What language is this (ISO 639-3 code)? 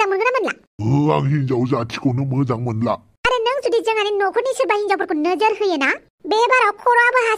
brx